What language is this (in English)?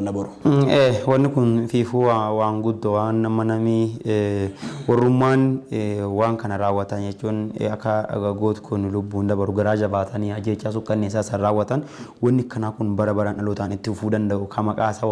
Oromo